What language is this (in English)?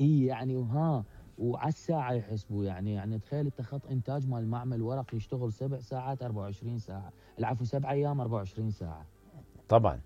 Mesopotamian Arabic